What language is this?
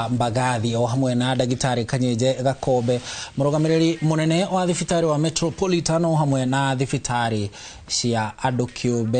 Kikuyu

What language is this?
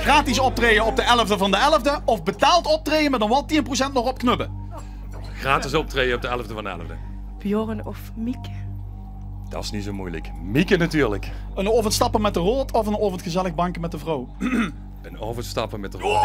Limburgish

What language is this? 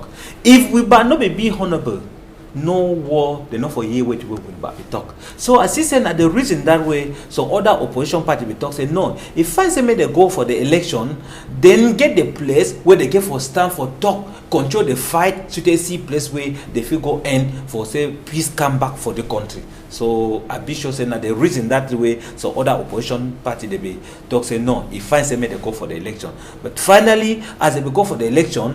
Cameroon Pidgin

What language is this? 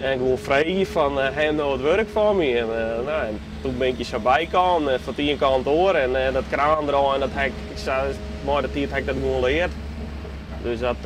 Western Frisian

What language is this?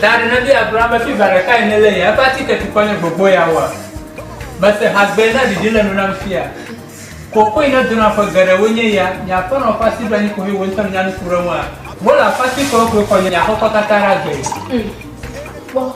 Ewe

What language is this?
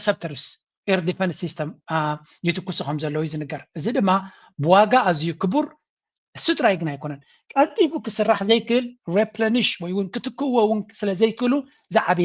Tigrinya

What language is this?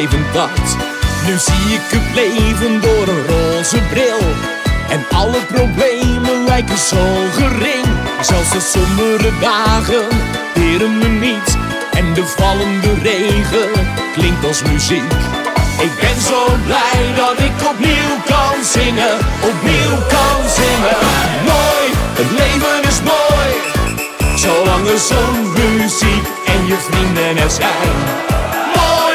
Dutch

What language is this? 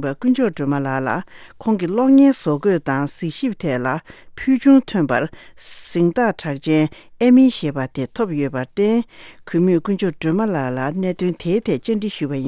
Tibetan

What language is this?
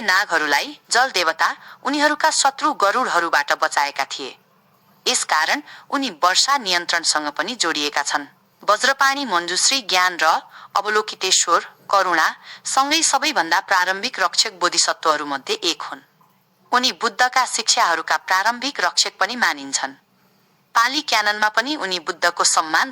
Nepali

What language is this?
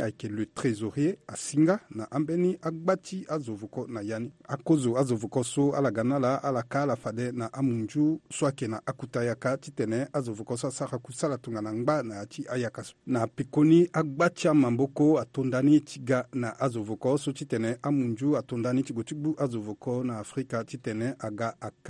Sango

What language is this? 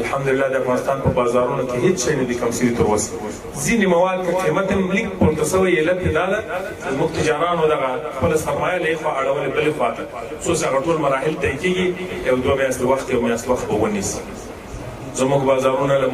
Pashto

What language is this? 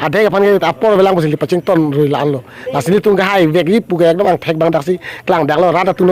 Karbi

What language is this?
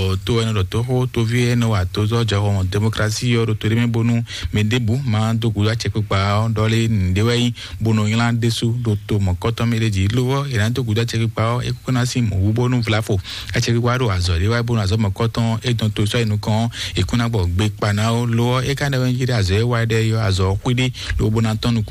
Fon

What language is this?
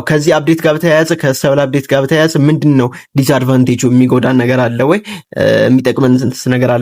Amharic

